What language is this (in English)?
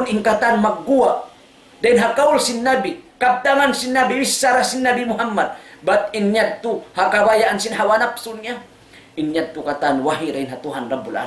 Tausug